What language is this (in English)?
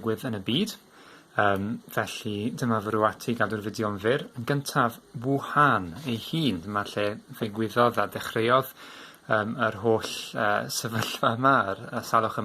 Welsh